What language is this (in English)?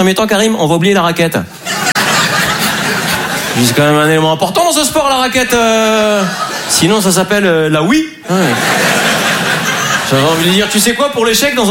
French